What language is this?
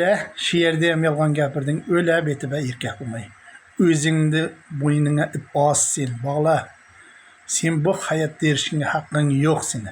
Uzbek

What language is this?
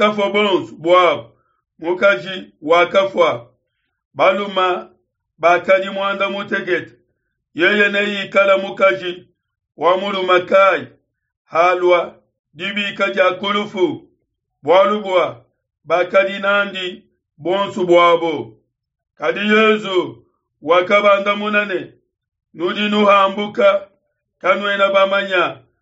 Luba-Lulua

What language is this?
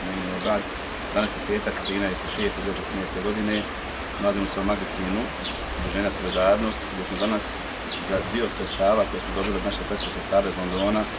Bosnian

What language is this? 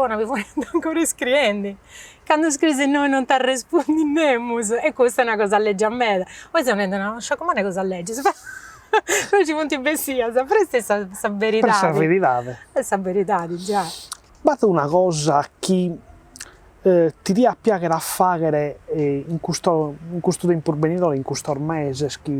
Sardinian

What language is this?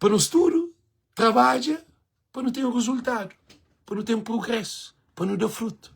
Kabuverdianu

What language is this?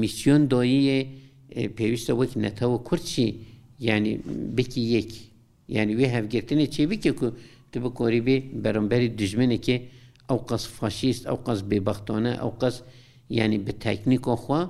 Kurdish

